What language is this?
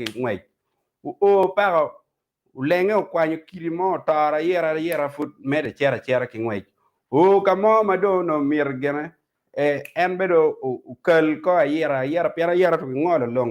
Acoli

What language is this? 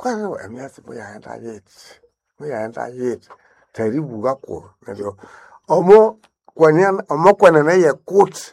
Nande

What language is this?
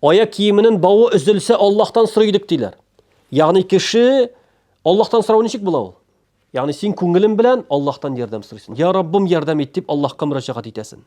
Tatar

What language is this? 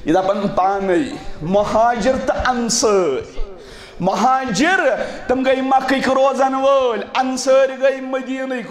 Kashmiri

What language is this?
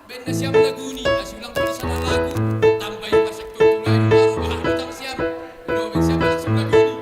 Batak Simalungun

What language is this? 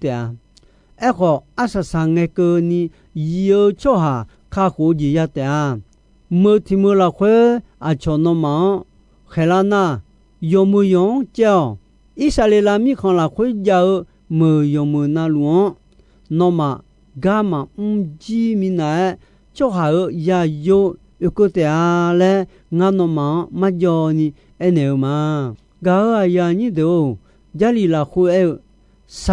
Akha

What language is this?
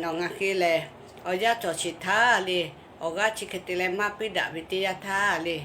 Lahu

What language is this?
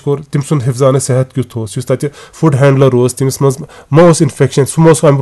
Kashmiri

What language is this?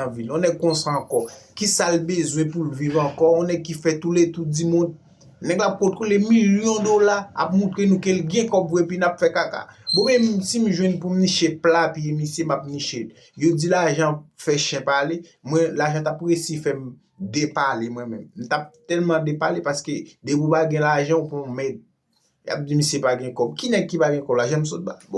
Haitian Creole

